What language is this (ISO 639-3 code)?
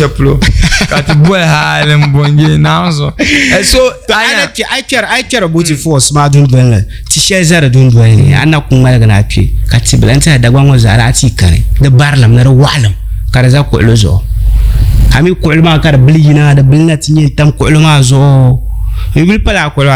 dag